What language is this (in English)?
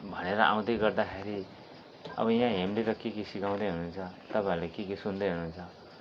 Nepali